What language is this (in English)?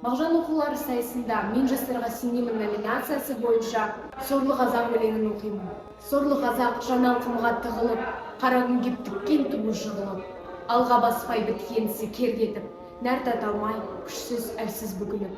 Kazakh